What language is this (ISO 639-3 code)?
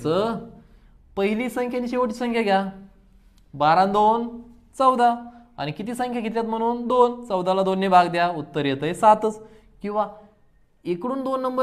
mar